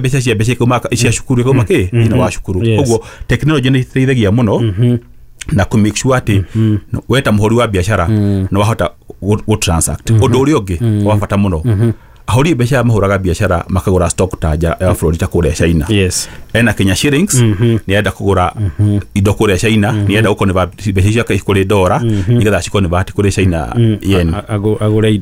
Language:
Kikuyu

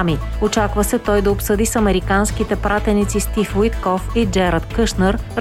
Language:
Bulgarian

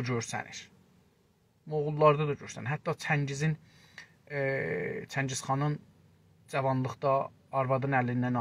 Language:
South Azerbaijani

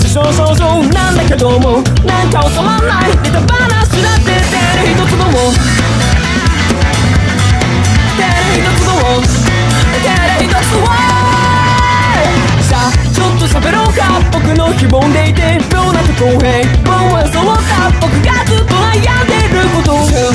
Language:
Japanese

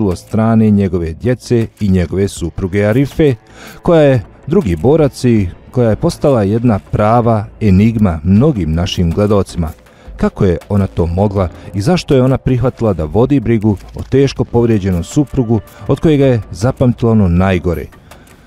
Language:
Bosnian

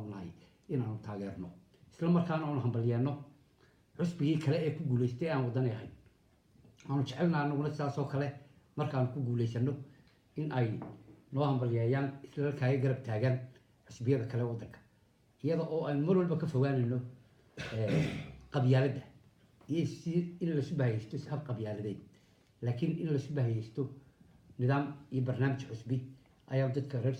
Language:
Somali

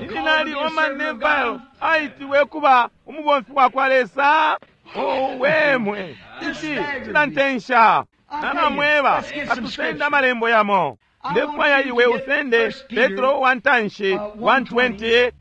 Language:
Bemba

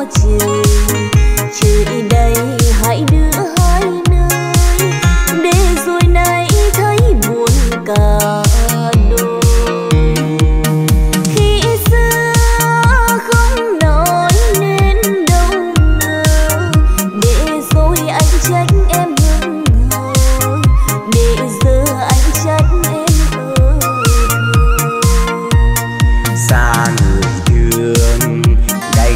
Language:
Vietnamese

